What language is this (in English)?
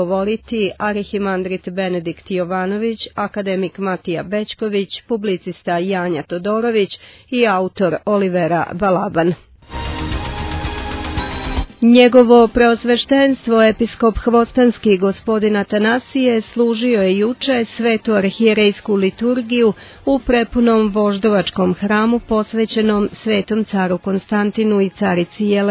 Serbian